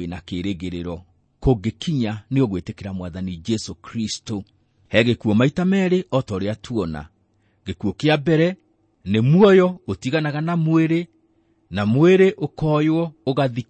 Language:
Kikuyu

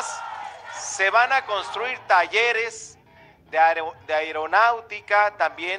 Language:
Spanish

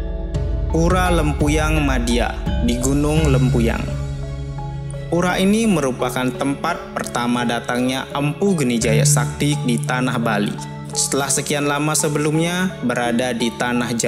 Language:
Indonesian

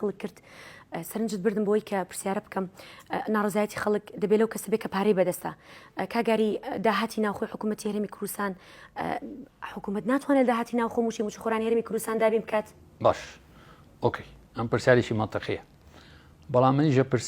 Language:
Central Kurdish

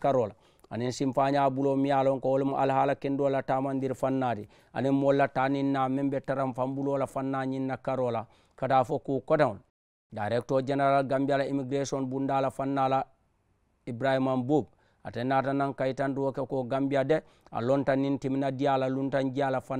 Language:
Mandingo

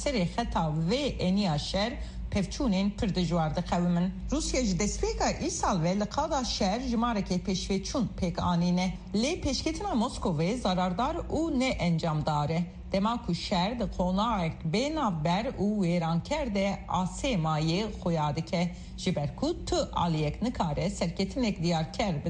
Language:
Kurdish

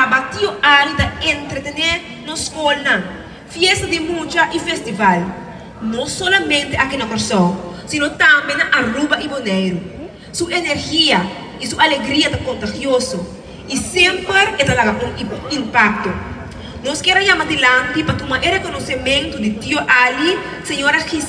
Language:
Papiamento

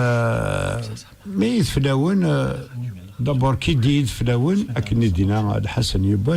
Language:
Kabyle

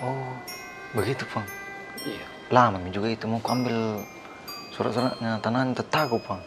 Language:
Makassar Malay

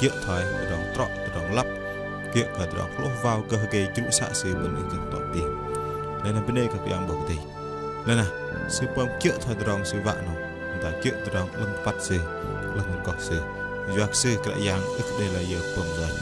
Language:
Bahnar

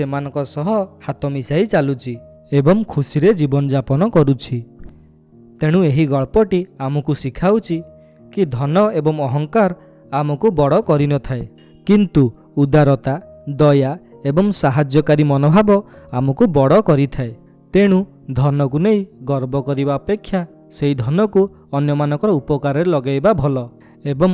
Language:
Odia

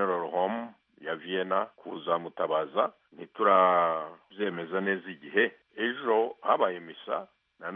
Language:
Kinyarwanda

